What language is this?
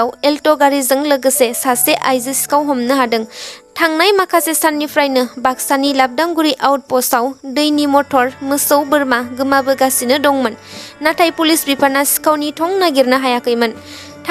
Bodo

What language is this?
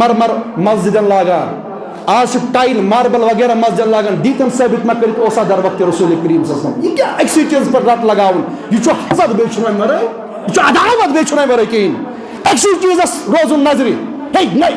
Kashmiri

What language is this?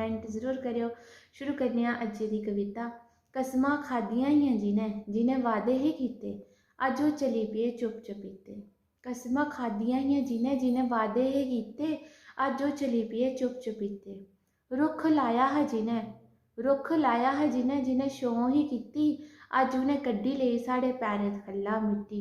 Dogri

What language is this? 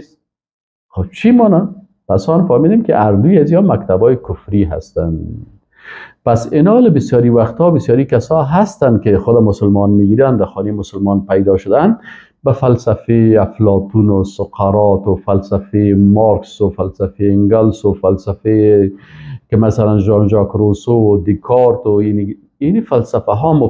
Persian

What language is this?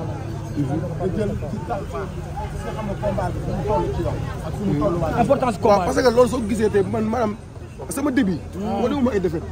Wolof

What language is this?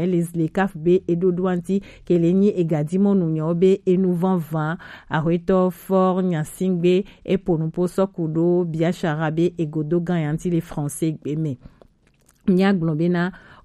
Gen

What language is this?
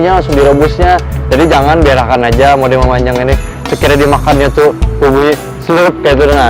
Banjar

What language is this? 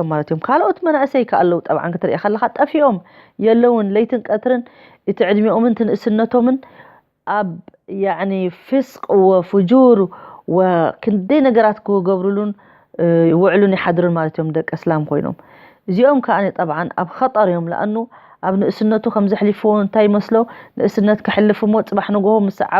Tigrinya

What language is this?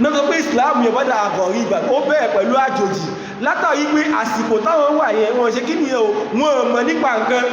Yoruba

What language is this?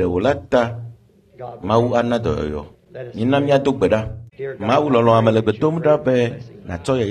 Ewe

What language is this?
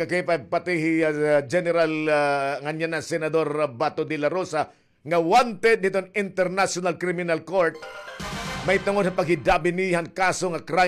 Waray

